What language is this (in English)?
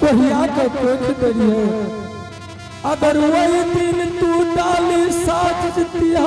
Angika